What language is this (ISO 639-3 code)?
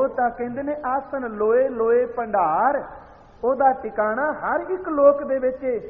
pan